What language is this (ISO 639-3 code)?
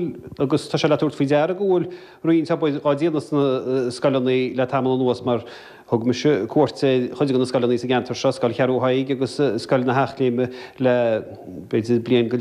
gle